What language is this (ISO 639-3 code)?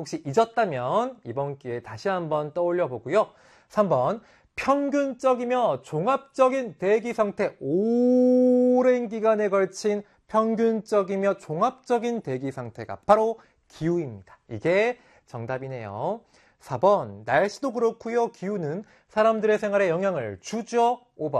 kor